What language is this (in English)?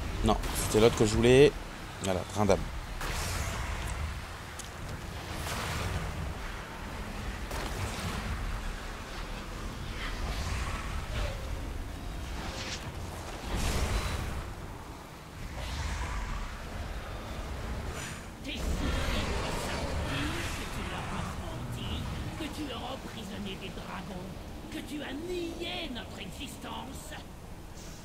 French